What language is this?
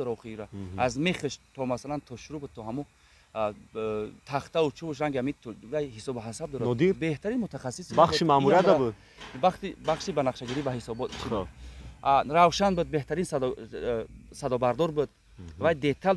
Tajik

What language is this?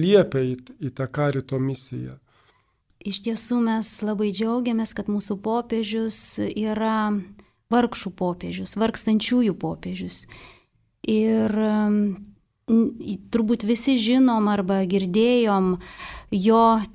Lithuanian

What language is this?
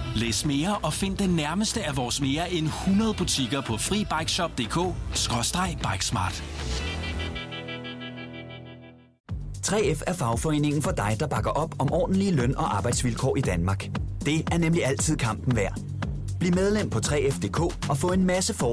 Danish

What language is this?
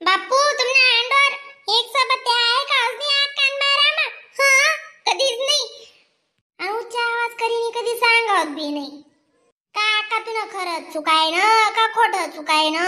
Khandesi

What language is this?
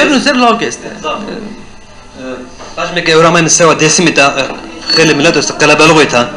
Zaza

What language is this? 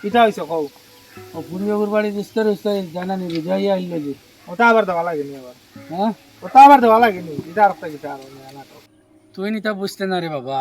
Sylheti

